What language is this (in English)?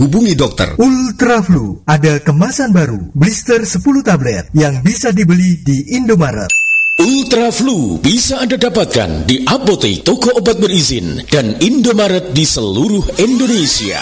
Indonesian